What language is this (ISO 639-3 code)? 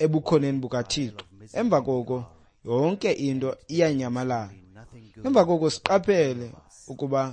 xho